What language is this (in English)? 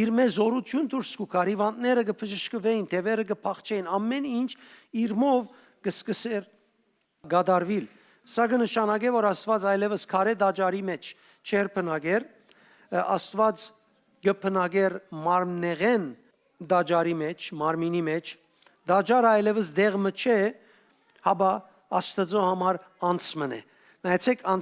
Western Armenian